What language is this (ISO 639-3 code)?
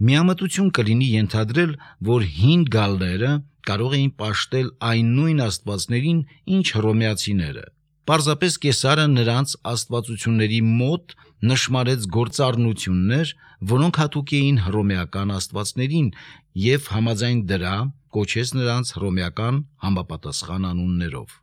hye